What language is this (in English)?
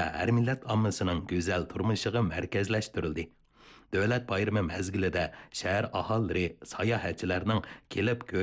Uyghur